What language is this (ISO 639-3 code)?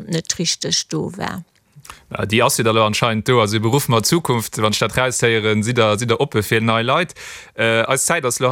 ltz